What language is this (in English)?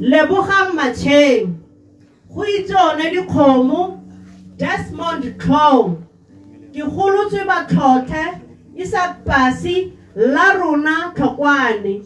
Tswana